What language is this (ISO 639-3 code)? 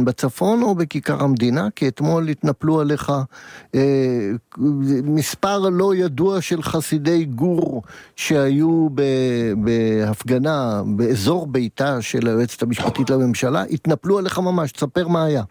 heb